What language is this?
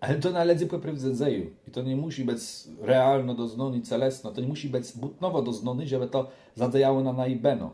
Kashubian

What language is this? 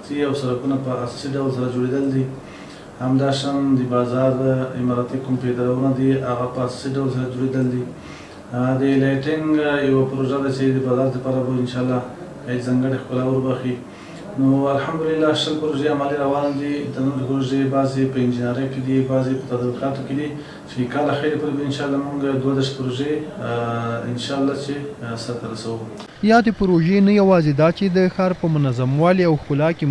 Pashto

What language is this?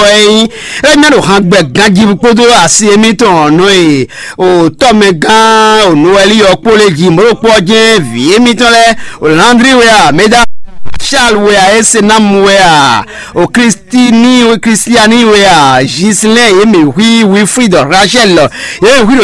Fon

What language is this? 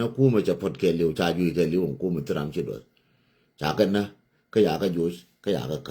Nuer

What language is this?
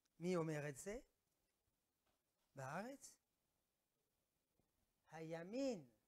Hebrew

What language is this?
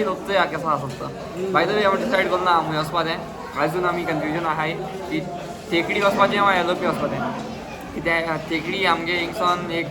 Konkani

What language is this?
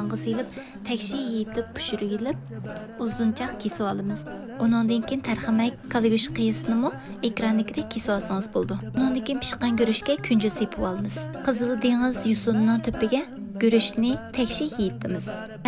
Uyghur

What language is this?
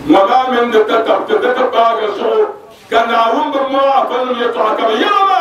Dagbani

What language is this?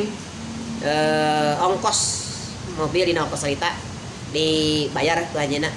Sundanese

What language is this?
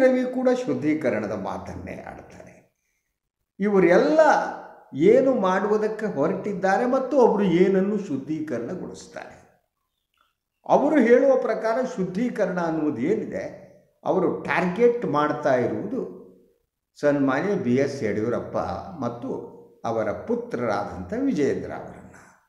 Kannada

